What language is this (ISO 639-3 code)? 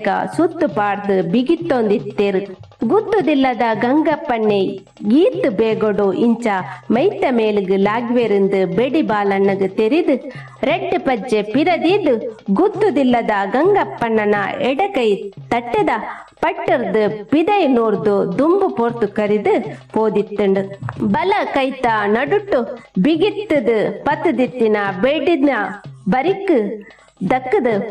tcy